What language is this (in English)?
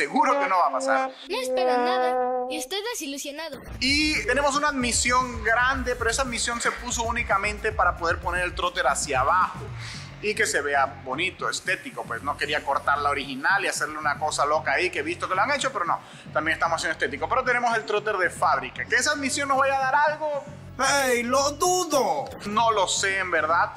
Spanish